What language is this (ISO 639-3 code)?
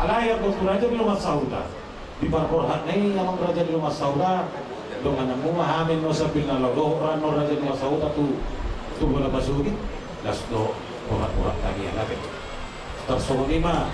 bbc